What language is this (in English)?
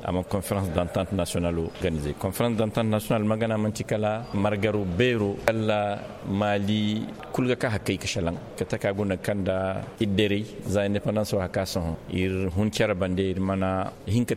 Koyraboro Senni